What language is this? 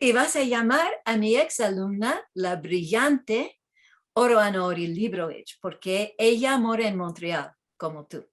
Ladino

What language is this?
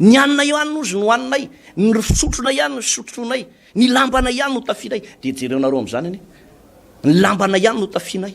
Malagasy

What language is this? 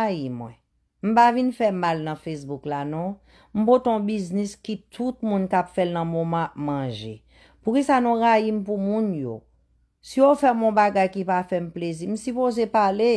Haitian Creole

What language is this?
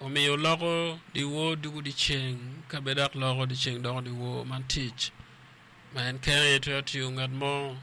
Acoli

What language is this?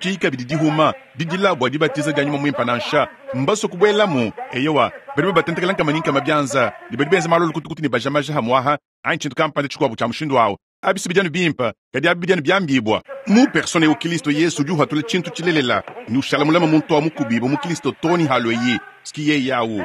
Luba-Lulua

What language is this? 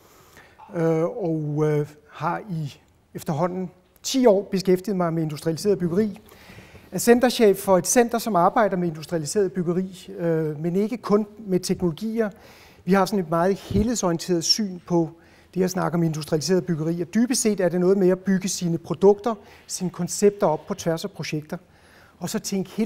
Danish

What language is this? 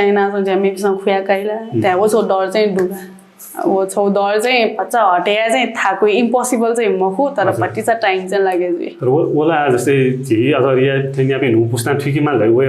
Newari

